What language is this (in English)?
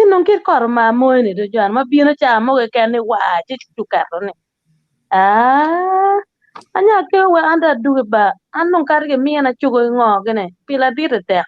Acoli